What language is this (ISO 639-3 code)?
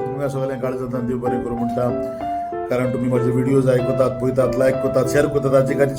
kok